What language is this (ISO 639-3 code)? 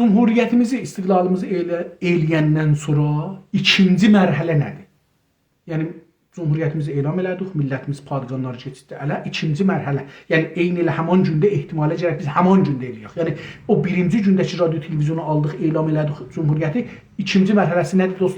azb